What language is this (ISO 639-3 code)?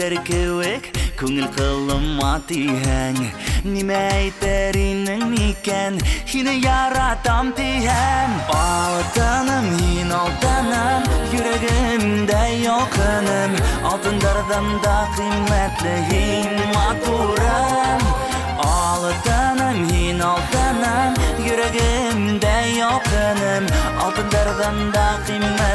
bak